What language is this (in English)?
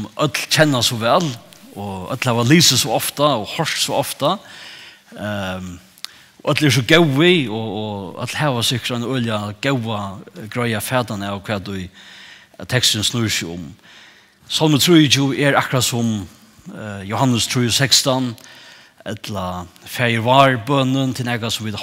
Faroese